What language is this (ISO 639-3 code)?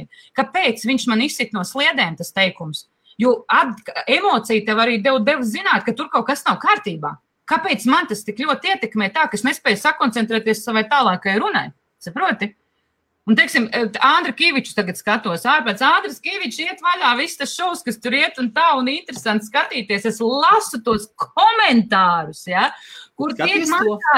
lav